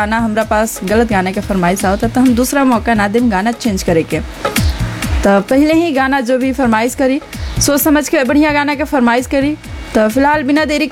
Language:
Bhojpuri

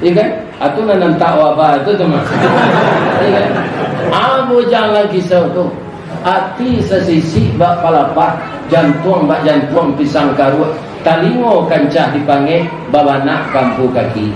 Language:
Minangkabau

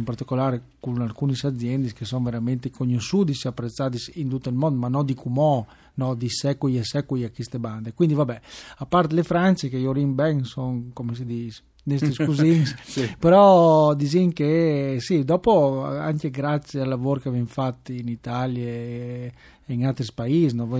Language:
Friulian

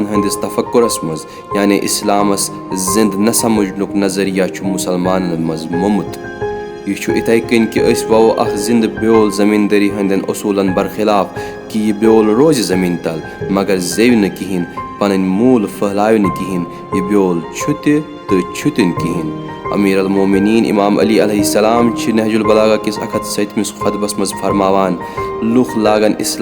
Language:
Kashmiri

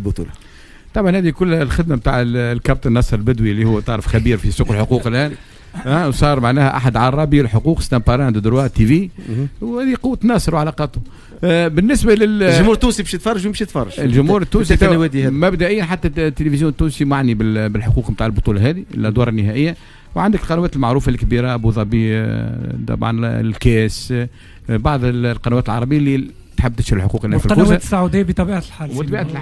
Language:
Tunisian Arabic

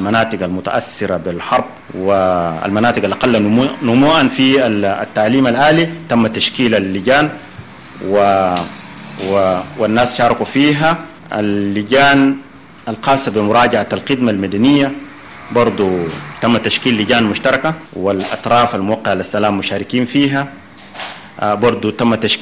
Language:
Sudanese Arabic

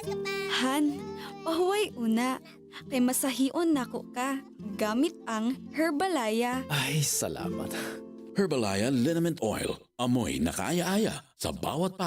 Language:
Bikol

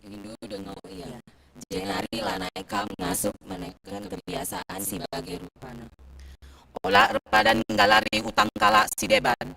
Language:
Batak Karo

